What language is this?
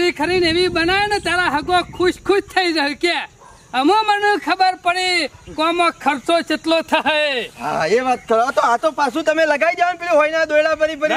Gujarati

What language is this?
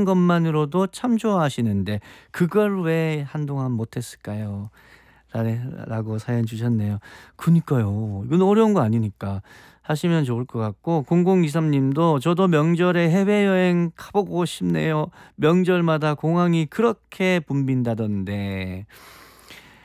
Korean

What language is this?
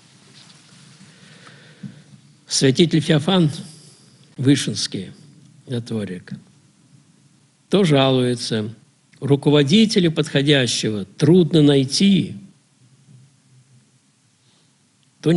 Russian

